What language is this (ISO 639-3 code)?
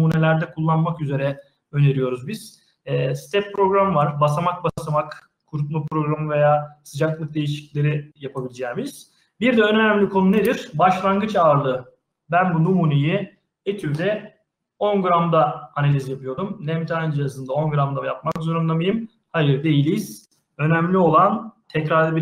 tur